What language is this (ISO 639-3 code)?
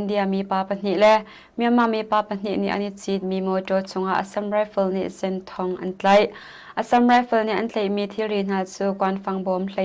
cnh